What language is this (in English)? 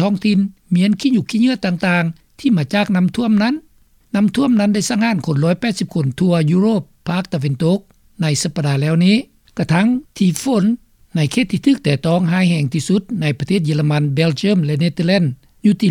Lao